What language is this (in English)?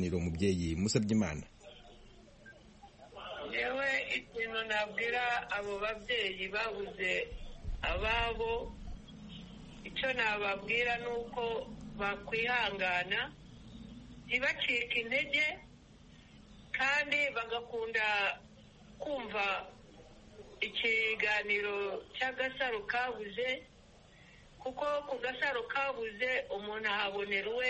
Kinyarwanda